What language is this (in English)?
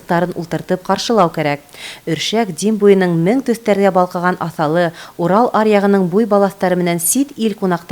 Bashkir